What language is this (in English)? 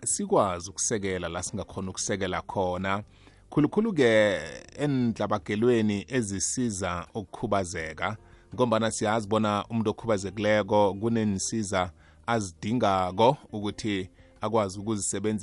South Ndebele